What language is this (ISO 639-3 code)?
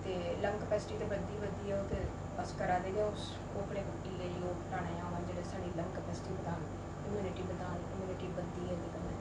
doi